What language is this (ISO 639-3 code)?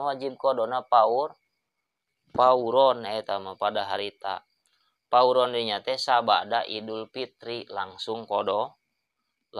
sun